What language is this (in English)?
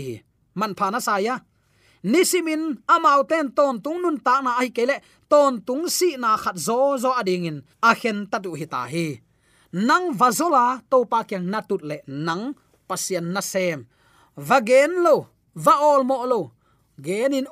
Tedim Chin